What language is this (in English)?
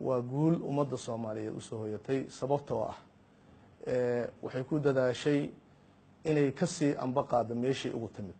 Somali